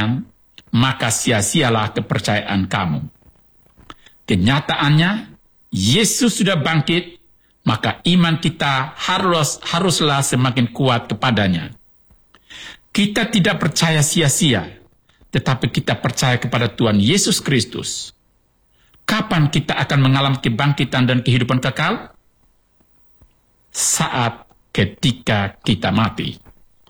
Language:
Indonesian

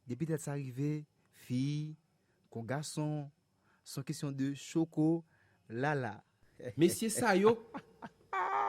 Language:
Haitian Creole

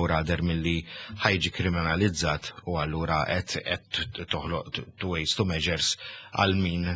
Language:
Maltese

